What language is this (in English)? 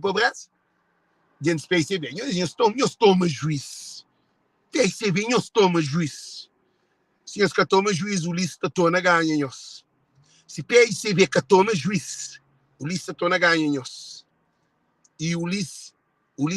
Kabuverdianu